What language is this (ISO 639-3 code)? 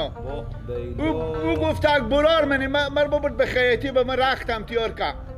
fas